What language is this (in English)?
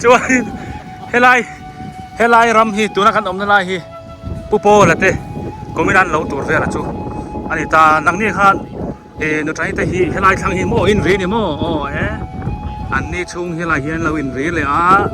Biete